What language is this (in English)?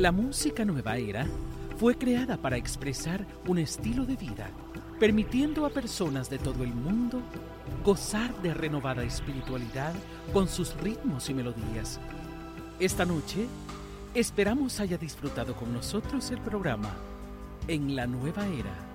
Spanish